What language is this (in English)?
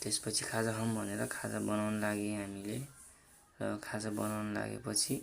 Nepali